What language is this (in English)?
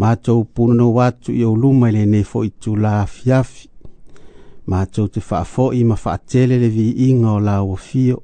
Samoan